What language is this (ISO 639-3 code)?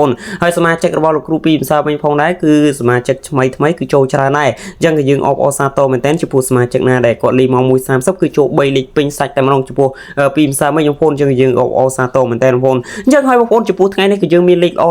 khm